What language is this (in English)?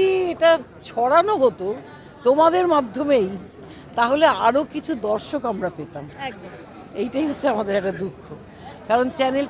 Bangla